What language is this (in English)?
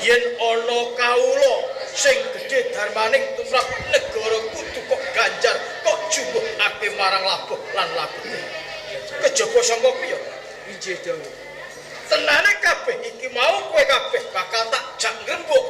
Javanese